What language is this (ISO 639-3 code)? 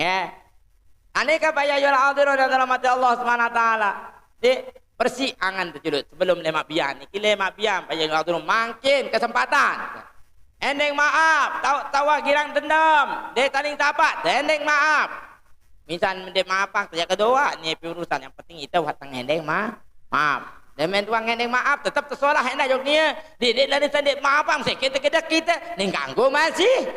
sas